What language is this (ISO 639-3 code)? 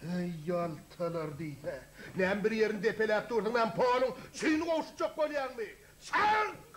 tuk